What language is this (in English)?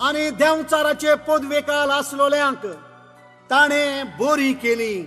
Konkani